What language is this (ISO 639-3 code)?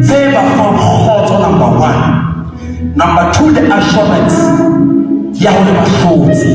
sot